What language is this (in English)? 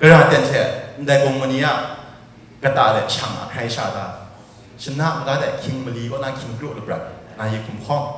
Kachin